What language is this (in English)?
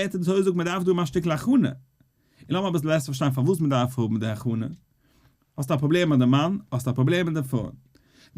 Yiddish